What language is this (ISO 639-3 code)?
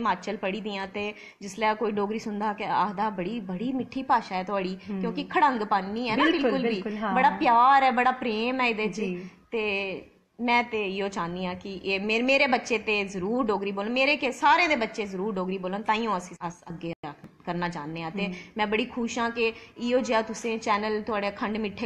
doi